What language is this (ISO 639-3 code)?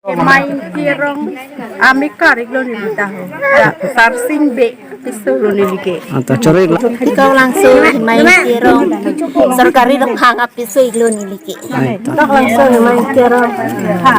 mjw